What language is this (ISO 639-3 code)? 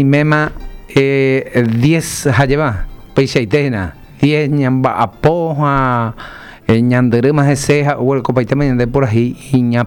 grn